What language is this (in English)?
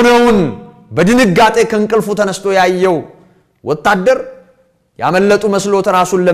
Amharic